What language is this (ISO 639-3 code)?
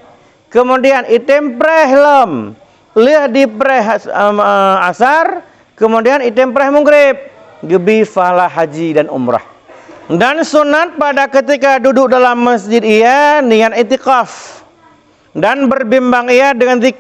ace